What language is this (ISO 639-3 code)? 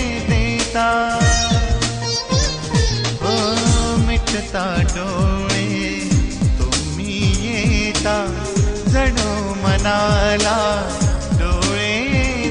mar